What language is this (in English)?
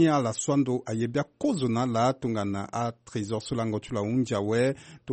Sango